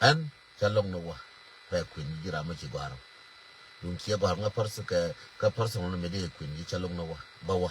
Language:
Nuer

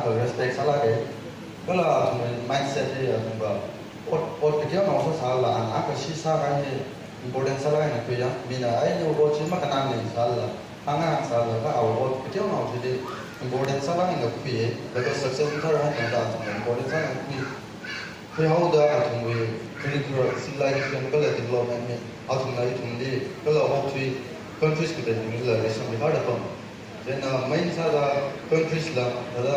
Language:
Tangkhul Naga (India)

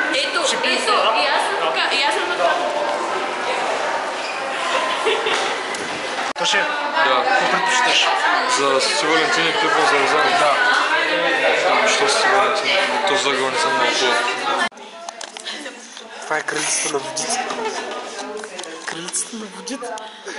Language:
Bulgarian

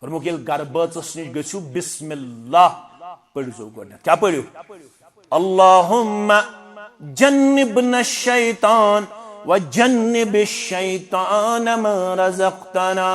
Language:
Kashmiri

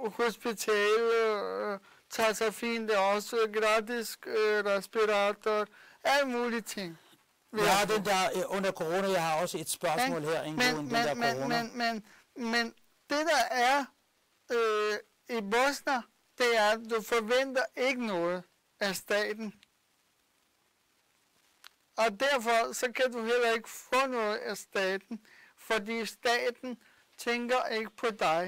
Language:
Danish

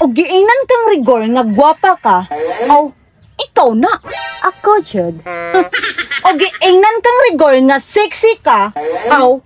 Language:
Cebuano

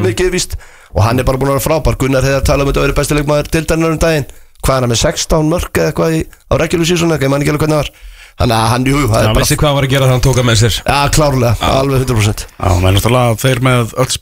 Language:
Icelandic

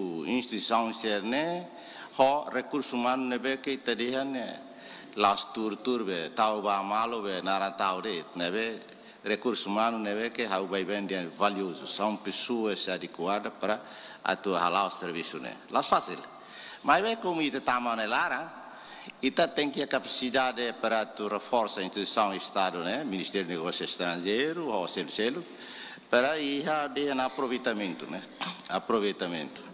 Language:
Tetum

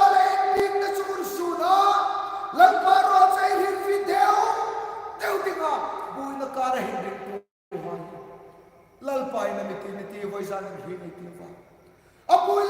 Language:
Hmar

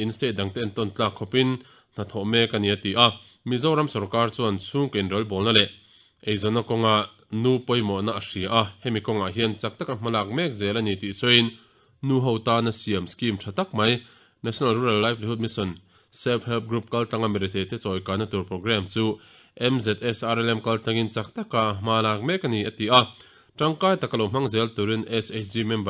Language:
Mizo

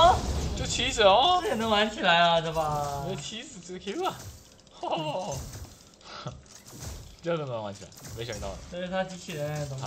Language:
Chinese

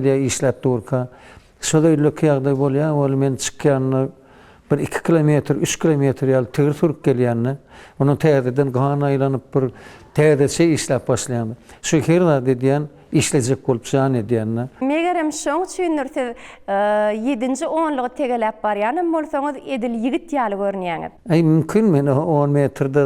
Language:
Turkmen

